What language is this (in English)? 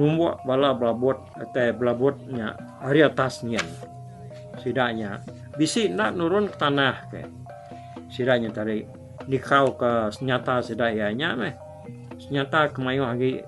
Iban